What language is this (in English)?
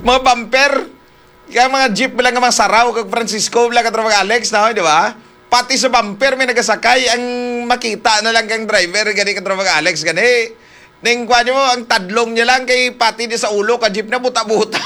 Hiligaynon